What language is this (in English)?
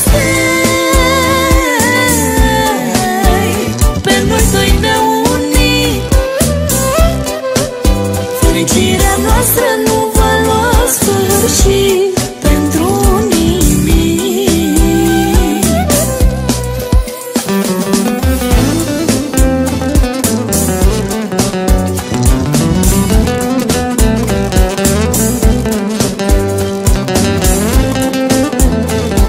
Romanian